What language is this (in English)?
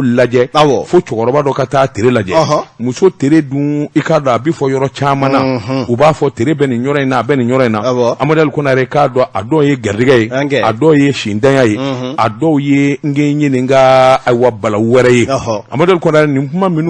Bambara